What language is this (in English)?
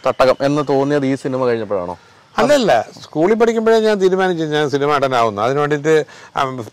Malayalam